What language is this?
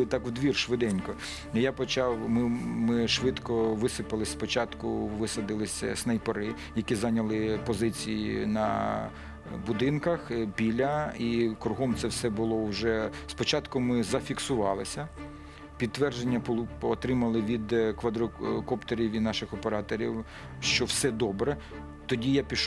Ukrainian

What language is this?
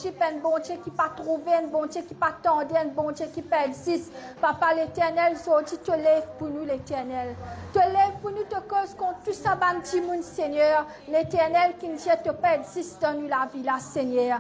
Morisyen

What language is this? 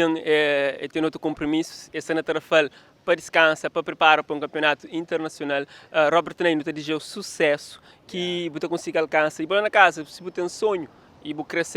Kabuverdianu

